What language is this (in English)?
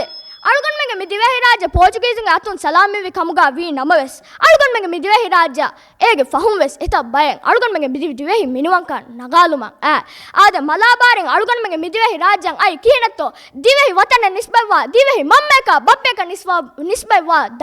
Divehi